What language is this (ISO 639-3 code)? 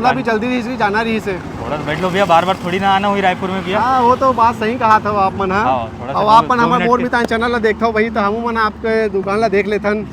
hne